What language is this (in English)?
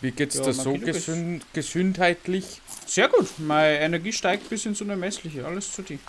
Bavarian